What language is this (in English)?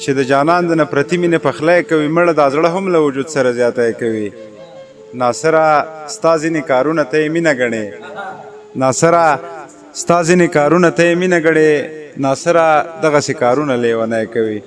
Pashto